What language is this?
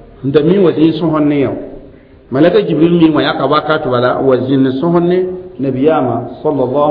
Mossi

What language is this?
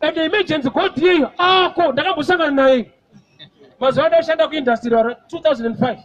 Shona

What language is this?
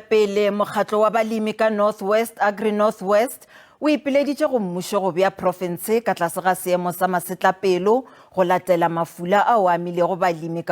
Northern Sotho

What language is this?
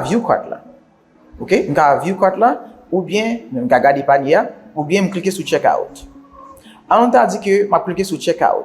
Haitian Creole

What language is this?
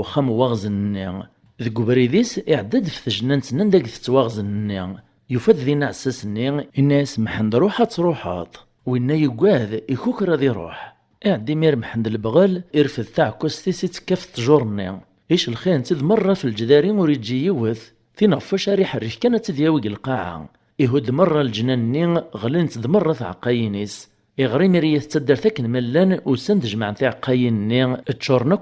Kabyle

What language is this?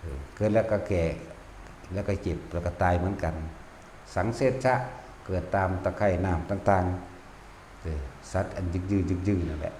Northeastern Thai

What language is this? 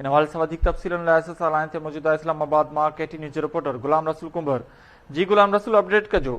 Sindhi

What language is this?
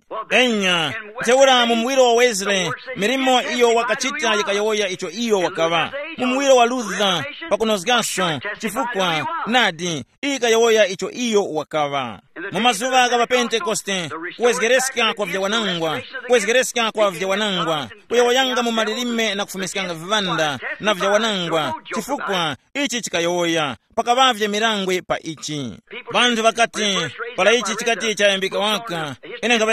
Tumbuka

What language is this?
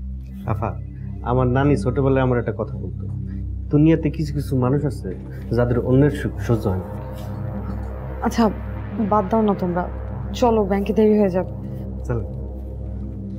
Bangla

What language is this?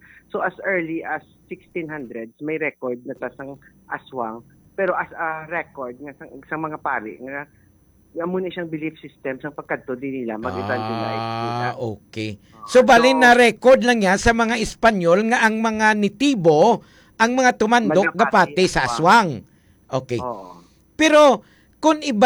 Hiligaynon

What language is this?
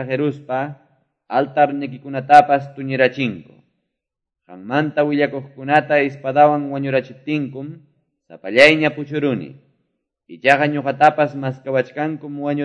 Quechua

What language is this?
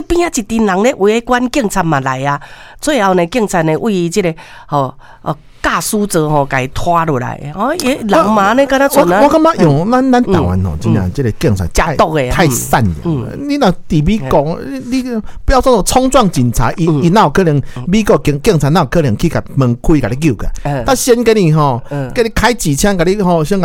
Min Nan Chinese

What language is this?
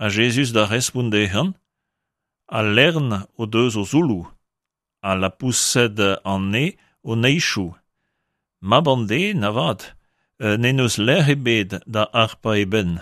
Breton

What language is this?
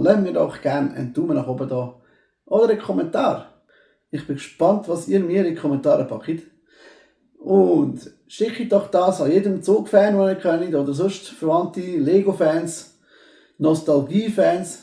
Swiss German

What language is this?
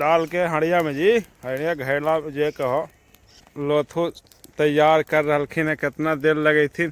Magahi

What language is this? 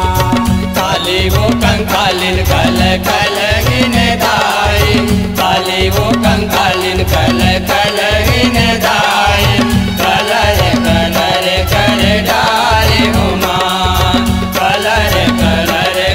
Chhattisgarhi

